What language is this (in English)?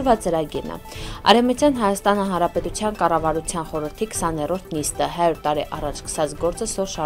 Armenian